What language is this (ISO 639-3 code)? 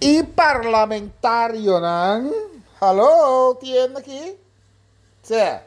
pap